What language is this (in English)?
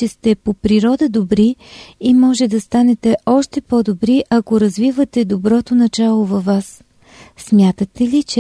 Bulgarian